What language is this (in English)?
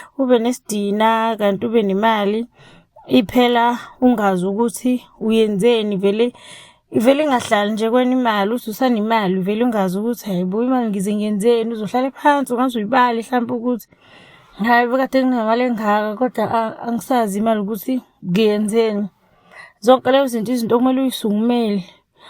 Zulu